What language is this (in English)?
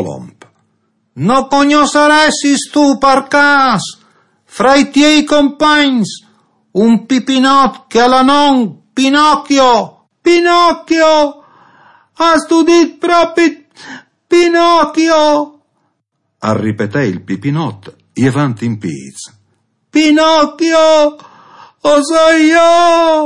Friulian